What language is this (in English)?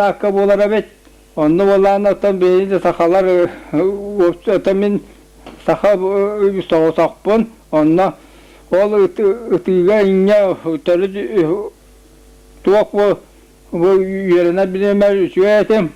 Yakut